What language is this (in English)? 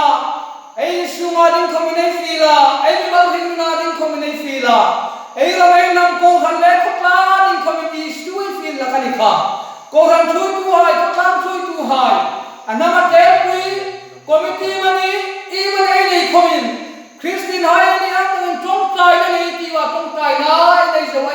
Hmar